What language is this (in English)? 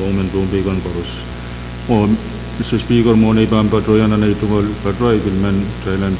Pohnpeian